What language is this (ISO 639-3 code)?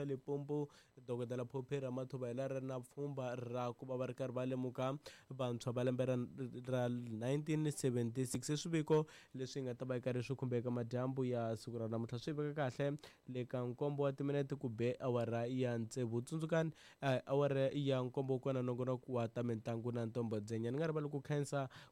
tso